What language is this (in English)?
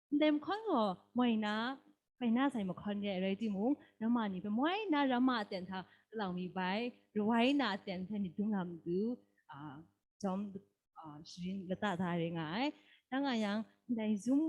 Kachin